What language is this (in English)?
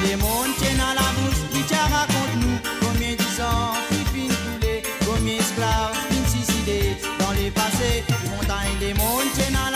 Morisyen